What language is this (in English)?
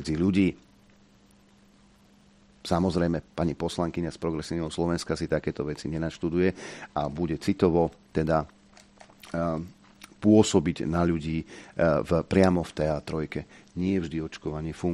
Slovak